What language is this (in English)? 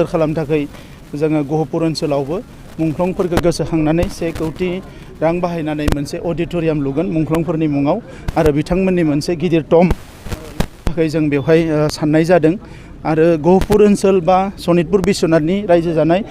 Bodo